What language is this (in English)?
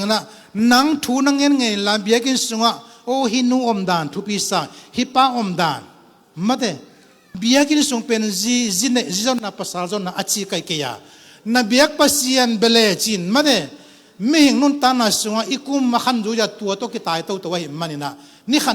Tedim Chin